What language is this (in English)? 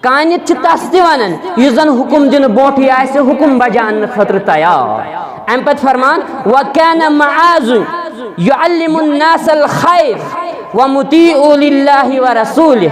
Kashmiri